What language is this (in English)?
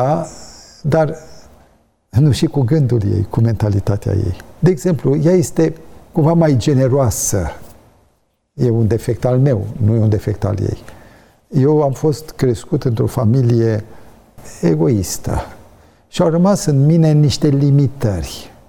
Romanian